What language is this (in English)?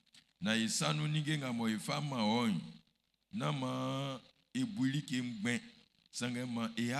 Baoulé